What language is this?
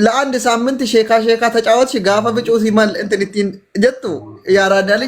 Oromo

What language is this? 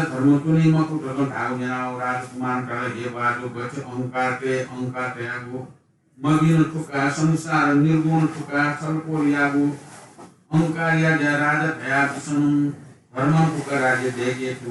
Newari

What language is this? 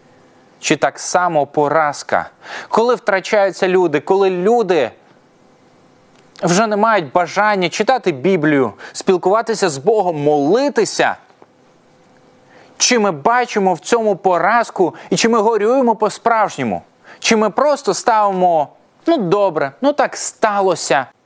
Ukrainian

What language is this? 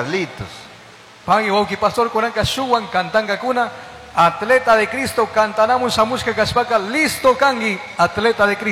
Chimborazo Highland Quichua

